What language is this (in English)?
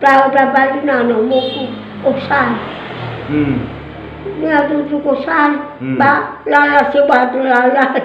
Nias